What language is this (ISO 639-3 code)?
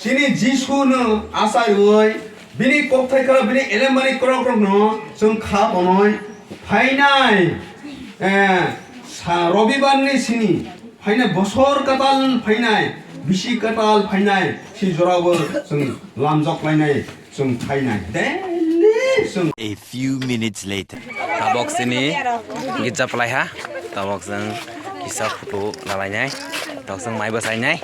trp